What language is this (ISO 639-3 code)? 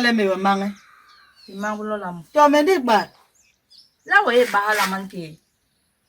bas